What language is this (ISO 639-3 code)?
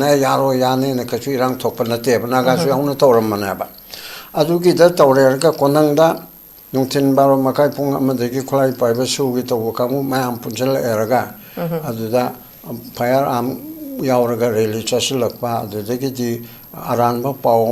mni